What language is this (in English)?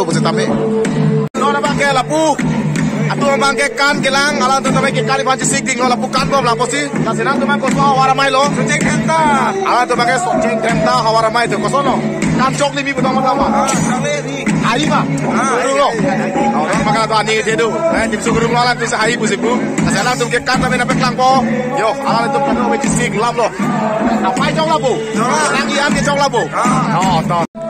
Karbi